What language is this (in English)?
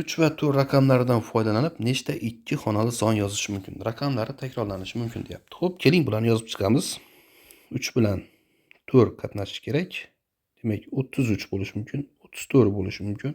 Uzbek